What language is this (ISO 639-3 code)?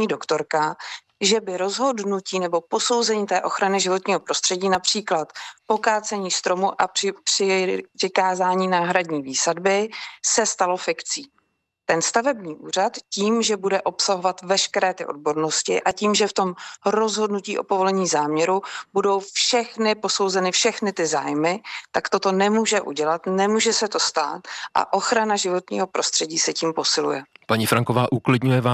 ces